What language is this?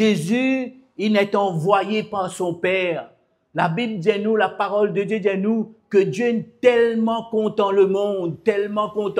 Morisyen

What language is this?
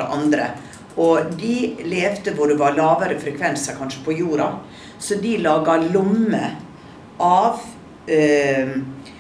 Norwegian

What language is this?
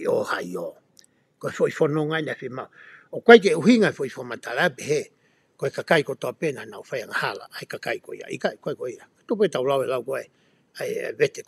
Tongan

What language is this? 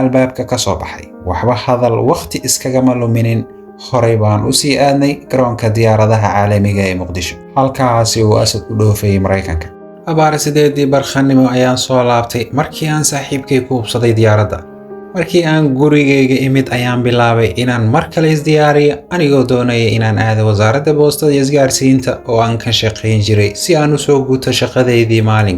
Somali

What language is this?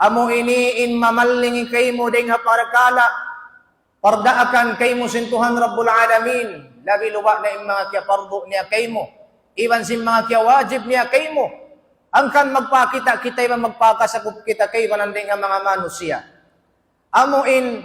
Tausug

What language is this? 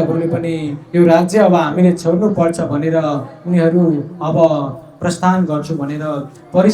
Nepali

